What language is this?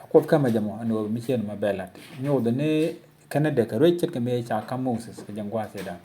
Nuer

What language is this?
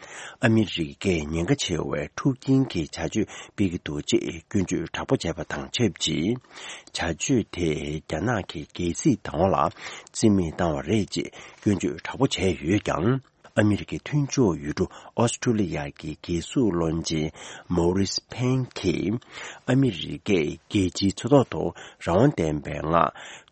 Tibetan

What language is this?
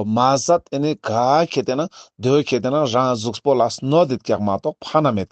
Ladakhi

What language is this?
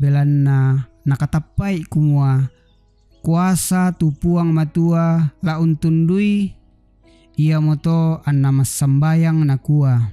Toraja-Sa'dan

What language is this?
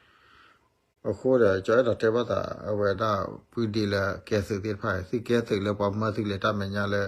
S'gaw Karen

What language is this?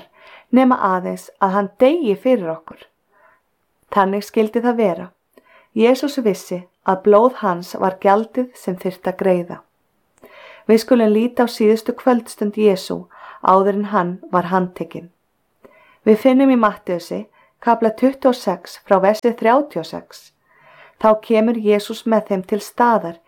Icelandic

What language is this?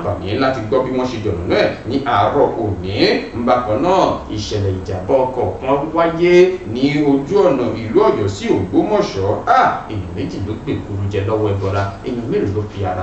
Yoruba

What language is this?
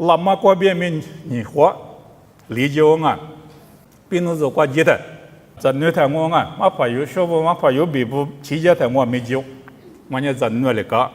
Lisu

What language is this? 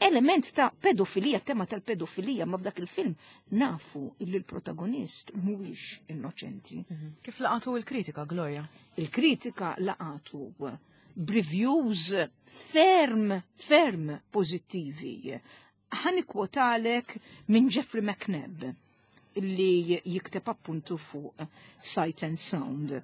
Maltese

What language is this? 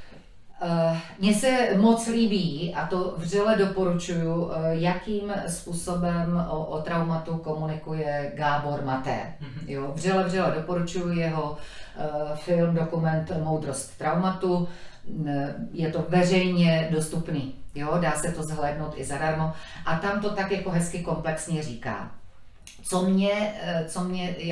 Czech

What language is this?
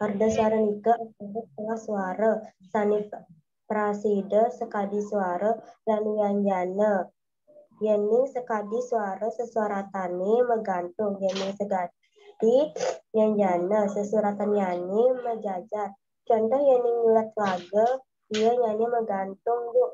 Balinese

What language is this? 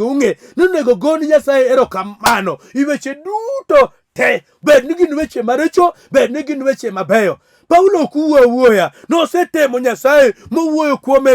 Luo (Kenya and Tanzania)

